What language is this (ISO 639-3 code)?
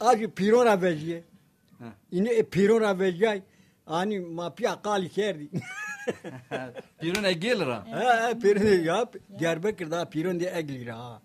zza